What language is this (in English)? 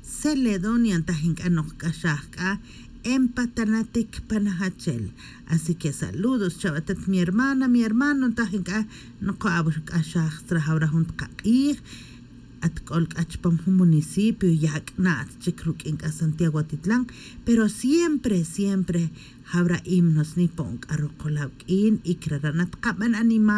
Tz'utujil